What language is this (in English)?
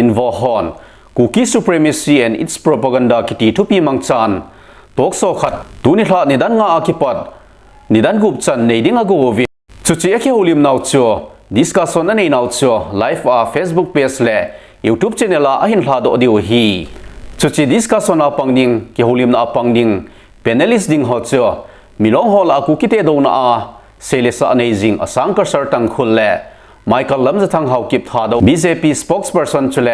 Thado Chin